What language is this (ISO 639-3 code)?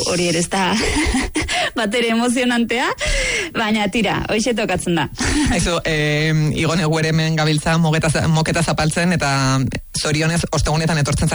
eus